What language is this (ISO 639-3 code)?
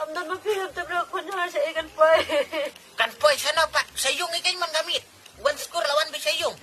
kha